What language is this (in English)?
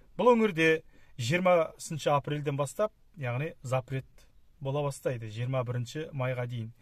Kazakh